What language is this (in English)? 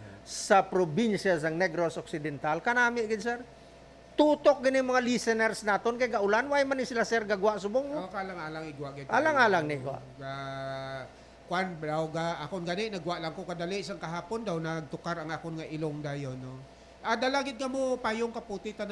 Hiligaynon